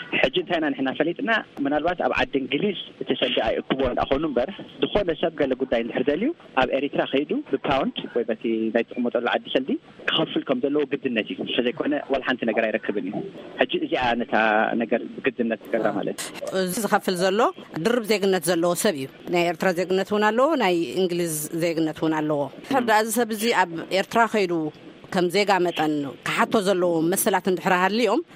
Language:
Tigrinya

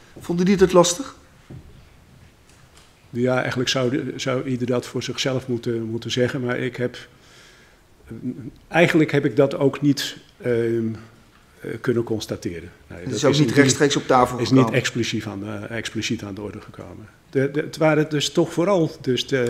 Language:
Dutch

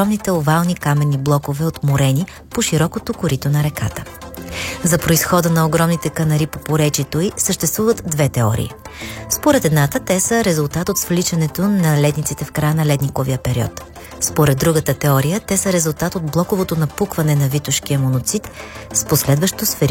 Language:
Bulgarian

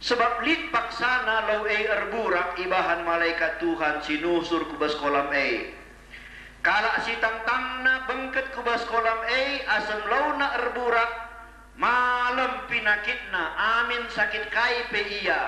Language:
Batak Karo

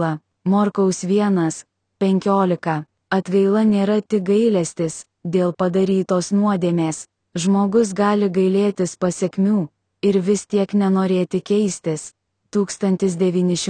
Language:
Lithuanian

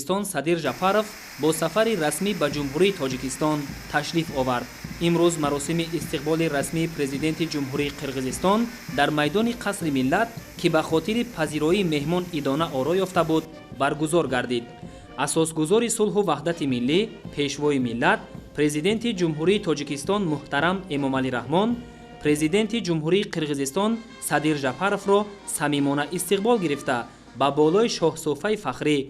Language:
Tajik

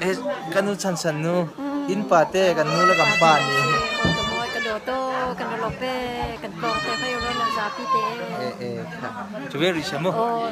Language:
Hakha Chin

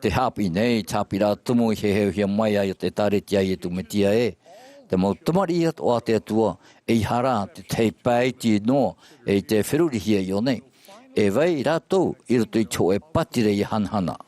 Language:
Tahitian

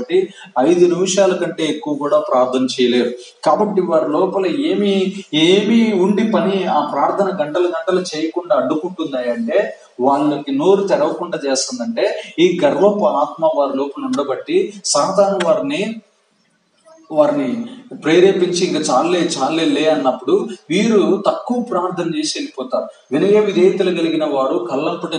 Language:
Telugu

